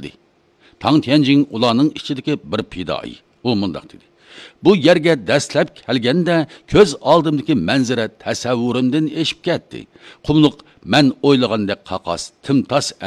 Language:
Uyghur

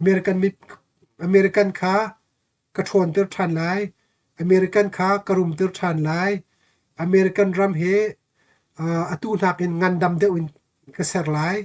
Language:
Hakha Chin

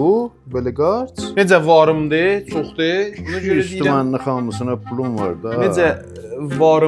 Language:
South Azerbaijani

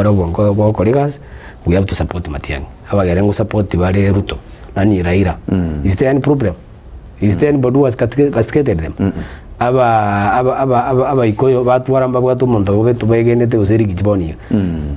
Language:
Gusii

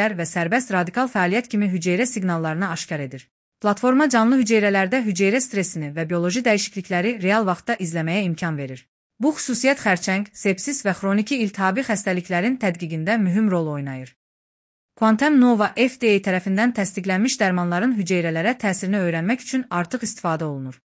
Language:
Azerbaijani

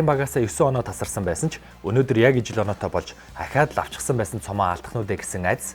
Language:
Mongolian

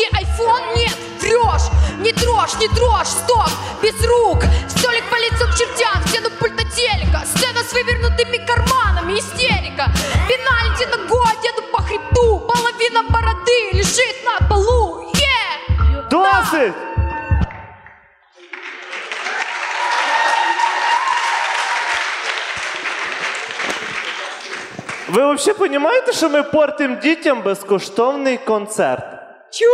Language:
Ukrainian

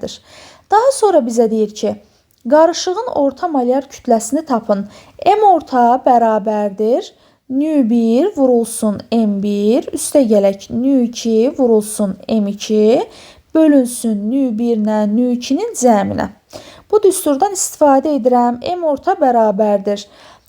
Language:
Azerbaijani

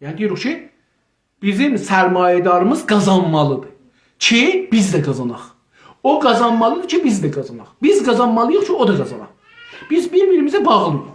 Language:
South Azerbaijani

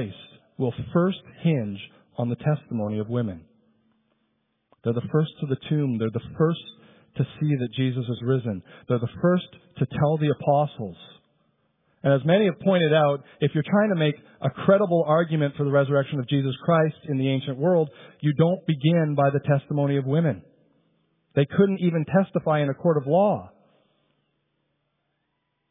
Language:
English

